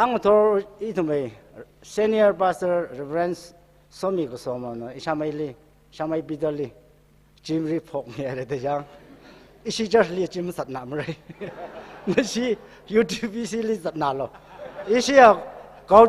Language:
Tangkhul Naga (India)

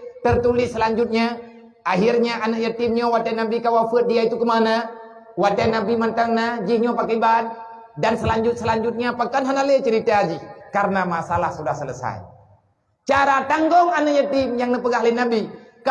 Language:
Achinese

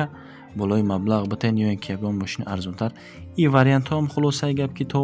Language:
Tajik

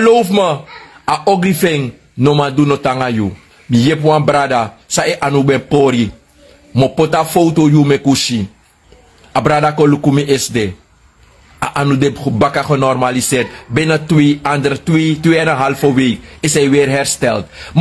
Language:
Sranan Tongo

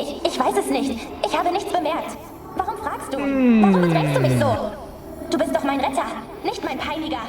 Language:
Swiss German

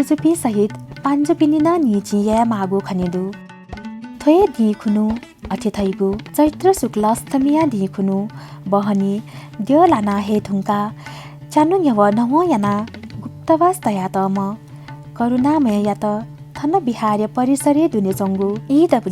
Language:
Newari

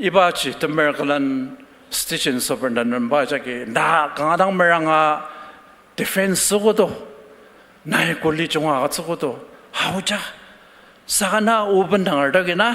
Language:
Ao Naga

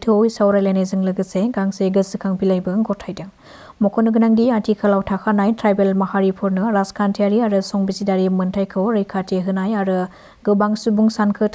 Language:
Bodo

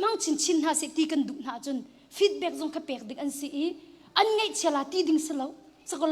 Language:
Hakha Chin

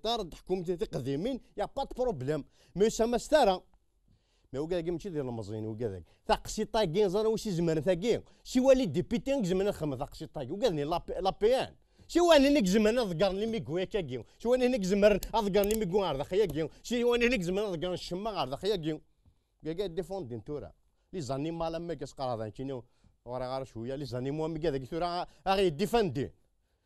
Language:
Kabyle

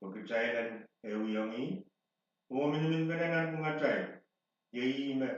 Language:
Pohnpeian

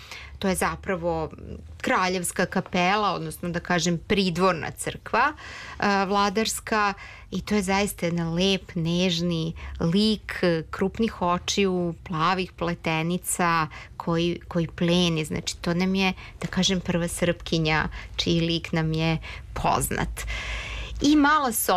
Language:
Serbian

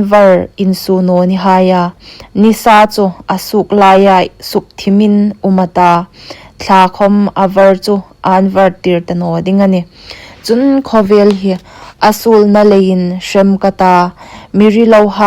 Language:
Hmar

